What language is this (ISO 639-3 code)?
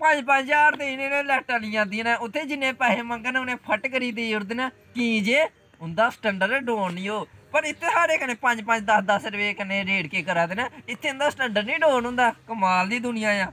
doi